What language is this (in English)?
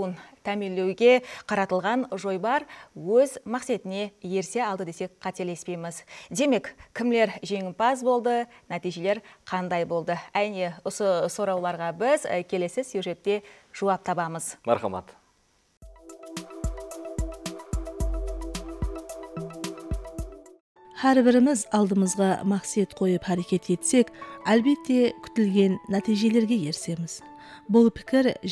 Kara-Kalpak